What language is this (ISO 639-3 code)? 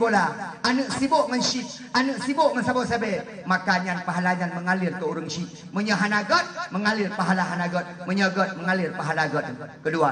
ace